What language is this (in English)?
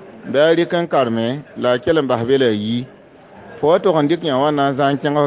Mossi